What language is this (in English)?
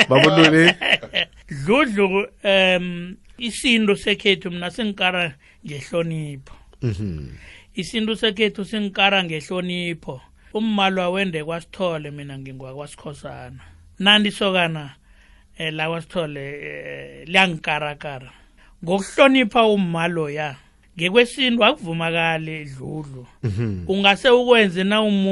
South Ndebele